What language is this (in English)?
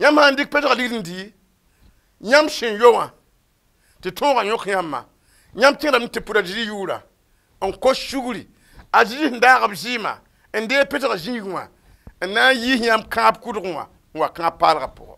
Mossi